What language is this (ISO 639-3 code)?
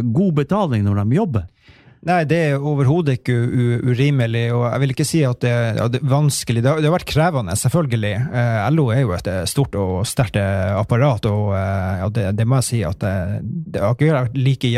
nor